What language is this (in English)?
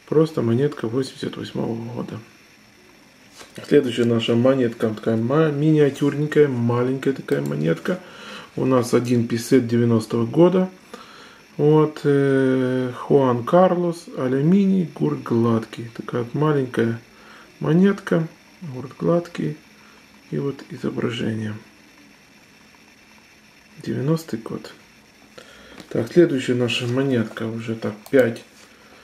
Russian